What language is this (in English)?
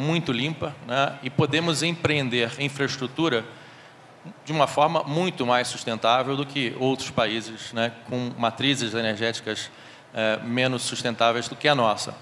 Portuguese